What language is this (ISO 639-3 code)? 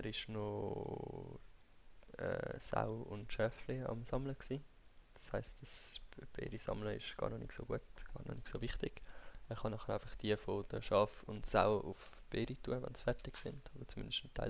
gsw